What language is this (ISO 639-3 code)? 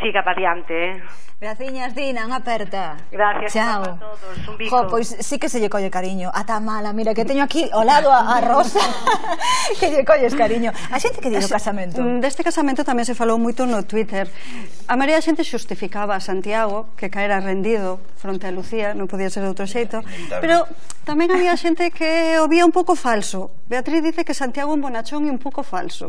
glg